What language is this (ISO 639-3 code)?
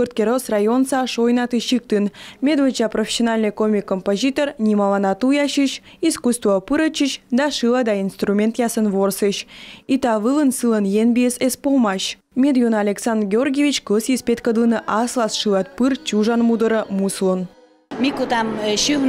kom